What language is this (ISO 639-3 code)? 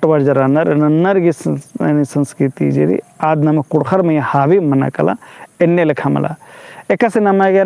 kru